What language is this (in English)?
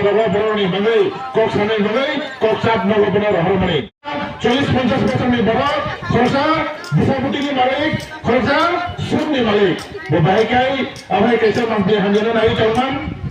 Kok Borok